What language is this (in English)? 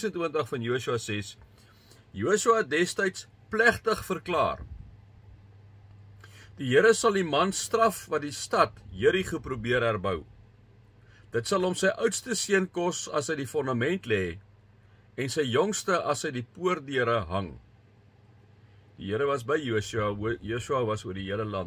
Afrikaans